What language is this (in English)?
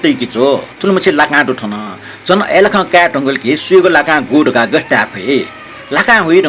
Newari